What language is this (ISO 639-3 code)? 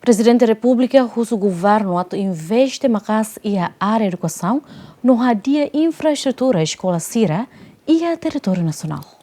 tet